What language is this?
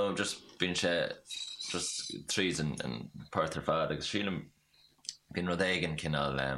Irish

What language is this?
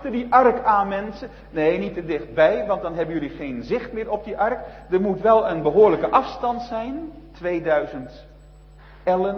Dutch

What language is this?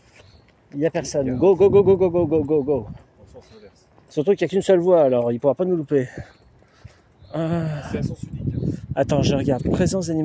French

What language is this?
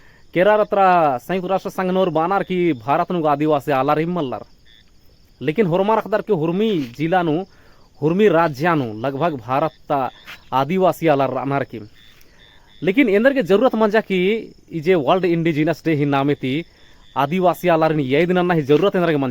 Kurukh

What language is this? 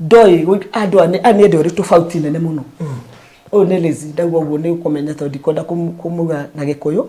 Kikuyu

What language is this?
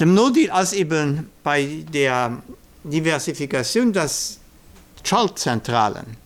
Luxembourgish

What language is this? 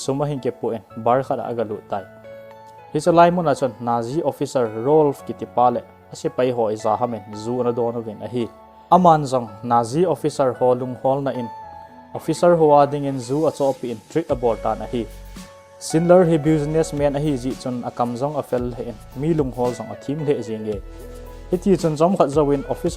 Thado Chin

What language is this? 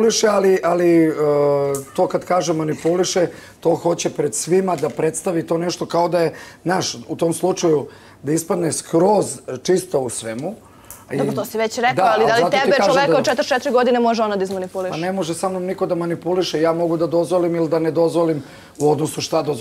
Serbian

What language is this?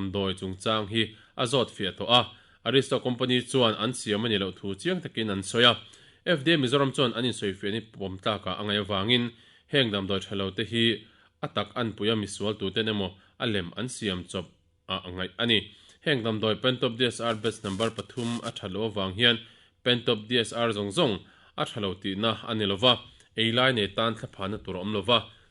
Mizo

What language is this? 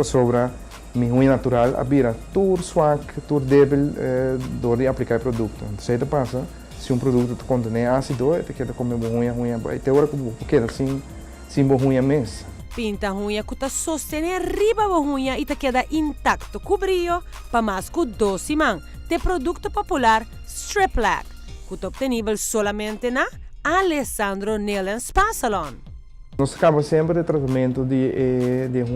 Papiamento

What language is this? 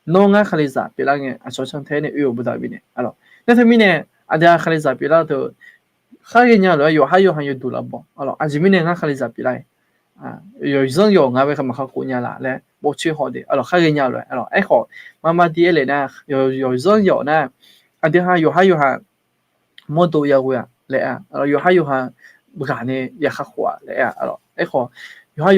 Akha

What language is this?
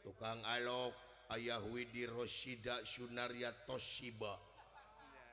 Sundanese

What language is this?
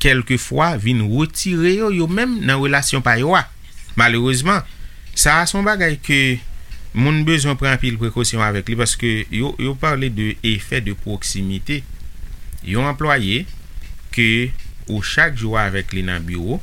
Haitian Creole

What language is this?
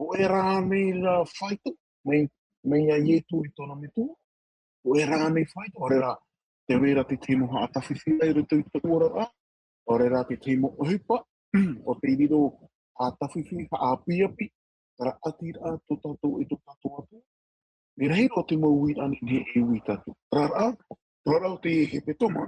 Tahitian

